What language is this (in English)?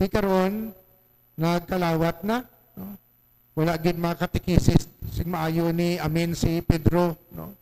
Hiligaynon